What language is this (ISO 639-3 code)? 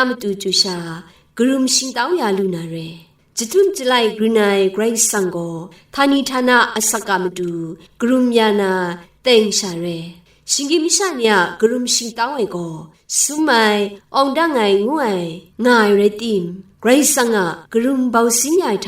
kac